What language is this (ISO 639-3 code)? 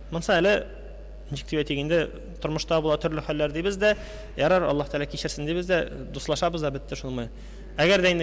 tat